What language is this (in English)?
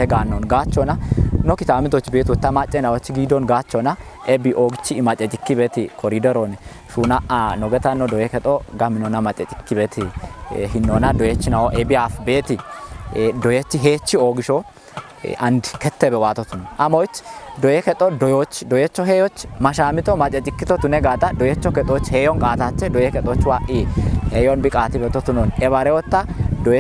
Kafa